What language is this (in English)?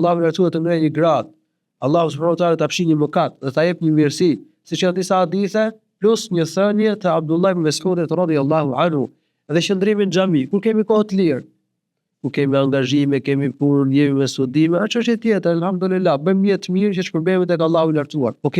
Albanian